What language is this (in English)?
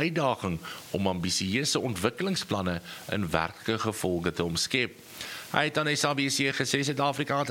Afrikaans